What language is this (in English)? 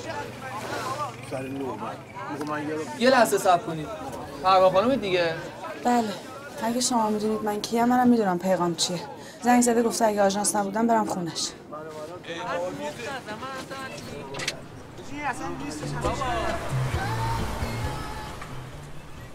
Persian